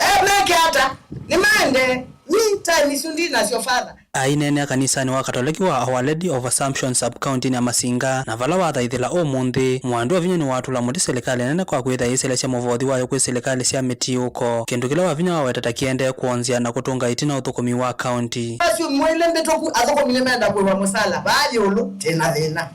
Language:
Kamba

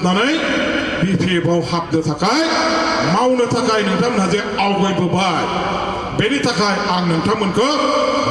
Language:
Bodo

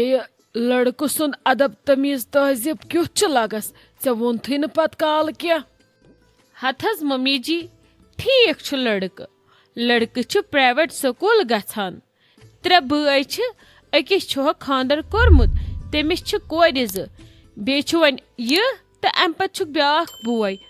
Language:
Kashmiri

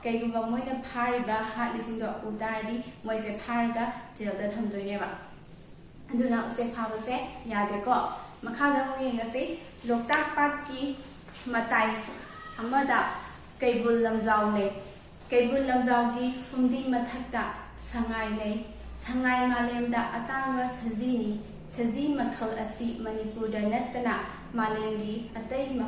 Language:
Manipuri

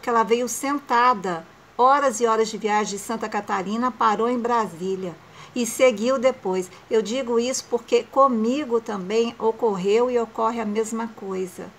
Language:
Portuguese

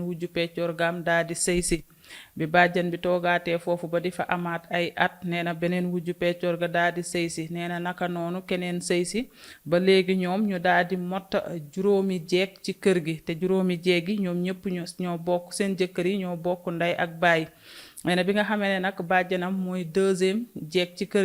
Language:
Wolof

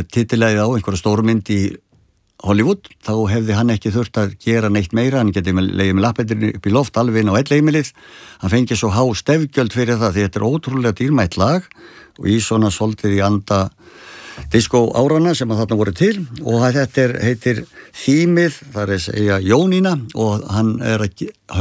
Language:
Icelandic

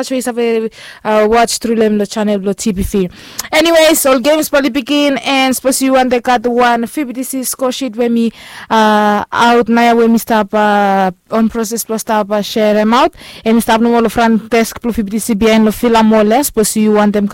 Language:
Bislama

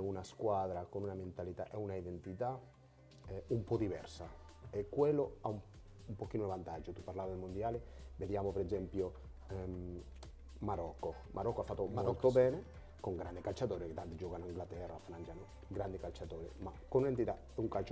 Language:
Italian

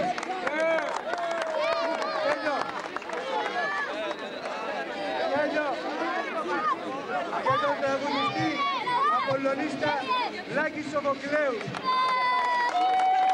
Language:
Greek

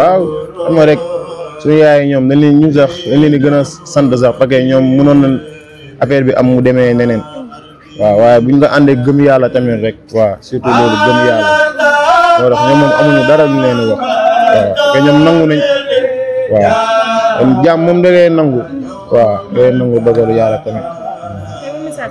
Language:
Wolof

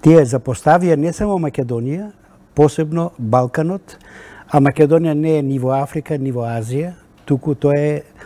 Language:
Macedonian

